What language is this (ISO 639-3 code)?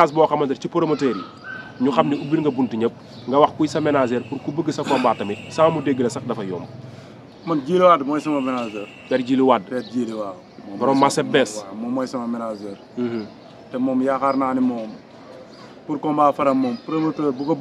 wol